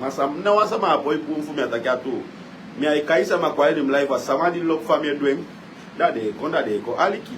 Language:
Sranan Tongo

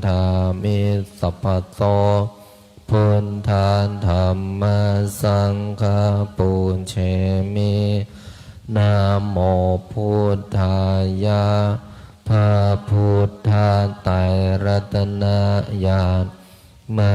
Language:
Pali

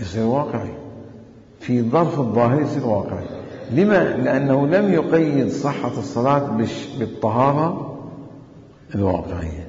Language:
Mesopotamian Arabic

